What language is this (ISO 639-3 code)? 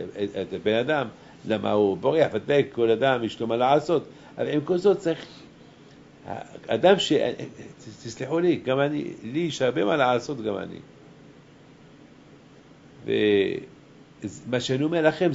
heb